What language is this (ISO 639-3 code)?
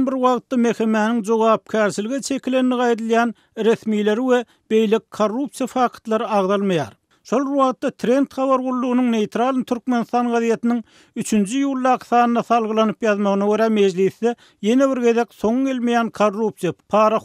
tuk